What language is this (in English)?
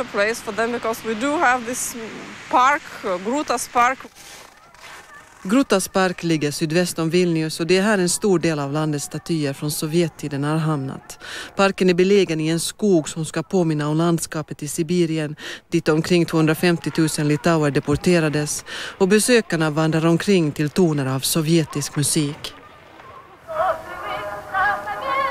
Swedish